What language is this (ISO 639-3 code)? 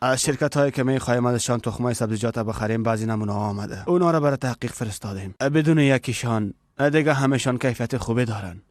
fas